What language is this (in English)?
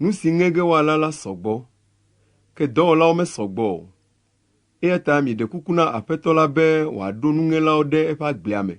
Ewe